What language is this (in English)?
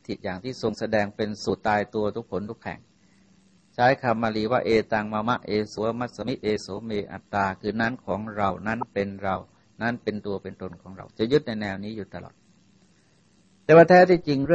Thai